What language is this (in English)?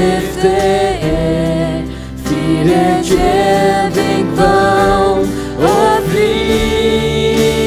Faroese